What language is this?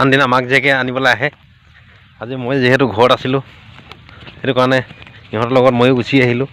Assamese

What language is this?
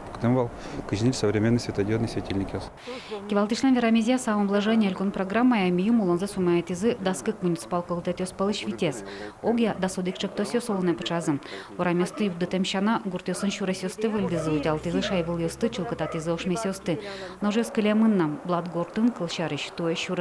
Udmurt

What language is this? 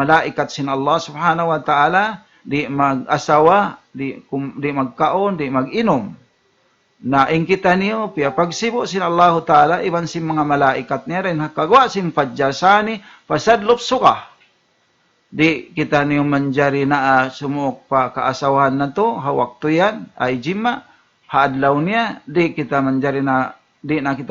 Tausug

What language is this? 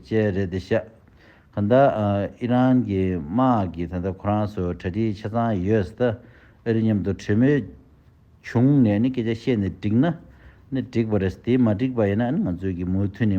Tibetan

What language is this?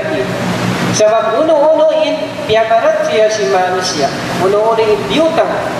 Tausug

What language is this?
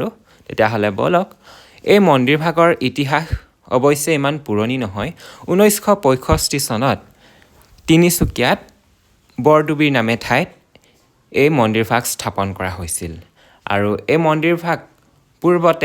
Assamese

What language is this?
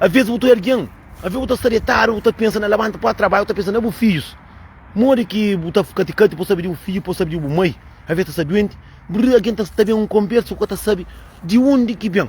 Kabuverdianu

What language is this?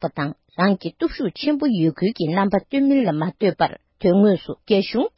Tibetan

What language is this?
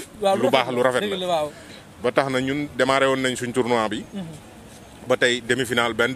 Wolof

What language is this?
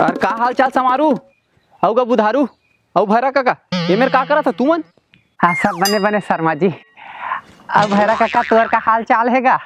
Chhattisgarhi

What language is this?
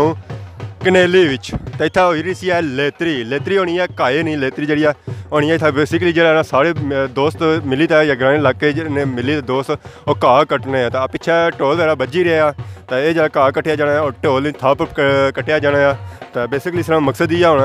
Pahari-Potwari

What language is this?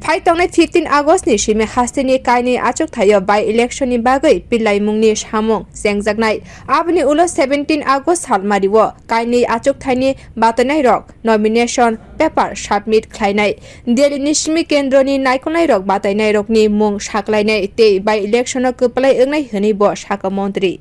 Kok Borok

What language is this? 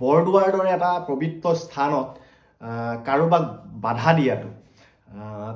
Assamese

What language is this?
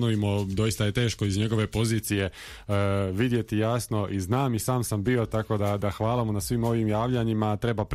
Croatian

